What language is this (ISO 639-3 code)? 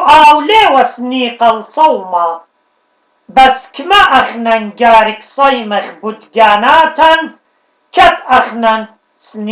aii